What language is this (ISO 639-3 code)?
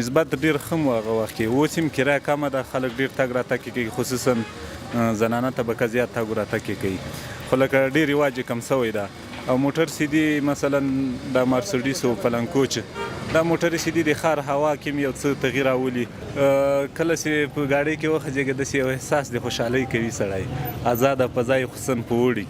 pus